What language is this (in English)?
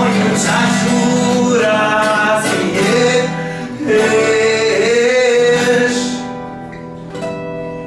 Serbian